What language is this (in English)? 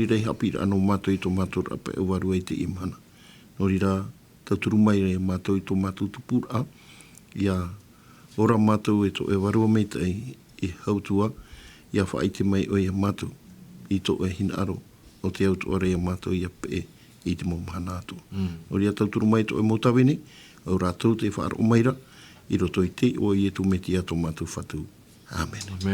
Tahitian